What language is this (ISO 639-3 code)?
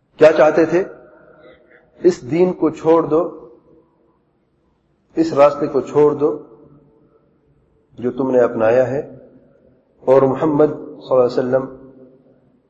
urd